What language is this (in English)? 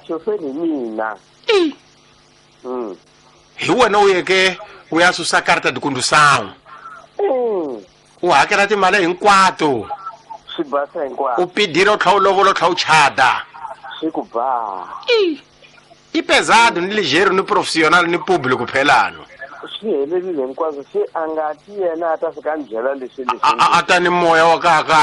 Tsonga